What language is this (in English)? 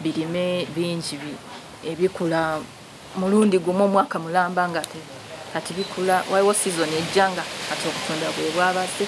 Ganda